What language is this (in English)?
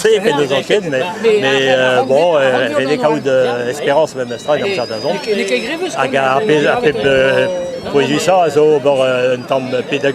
Breton